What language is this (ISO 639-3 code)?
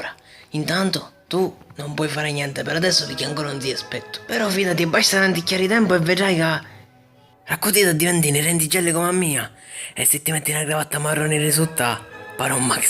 scn